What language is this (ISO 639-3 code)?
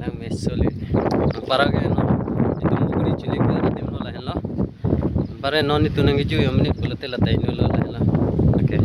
mjw